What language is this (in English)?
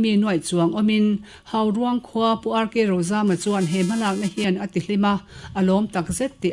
Mizo